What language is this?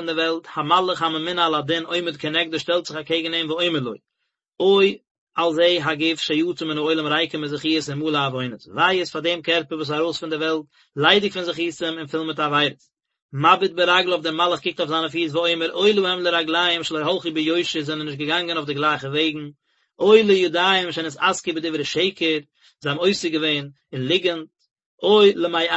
Yiddish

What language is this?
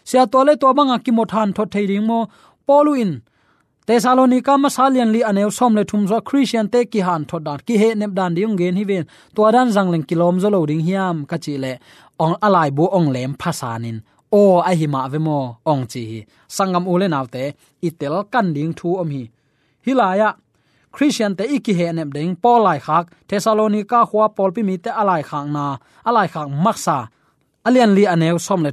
Tedim Chin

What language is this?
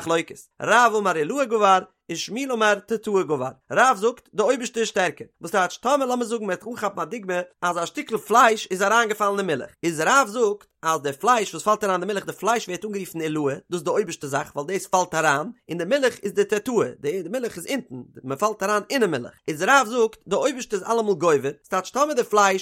Yiddish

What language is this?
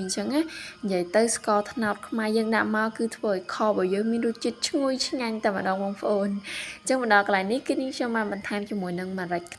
Khmer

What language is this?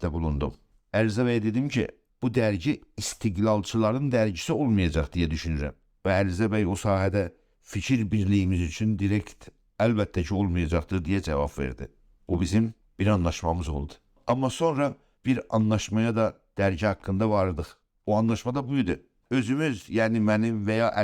South Azerbaijani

